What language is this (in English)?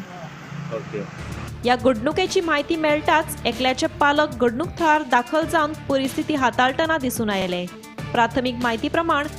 Konkani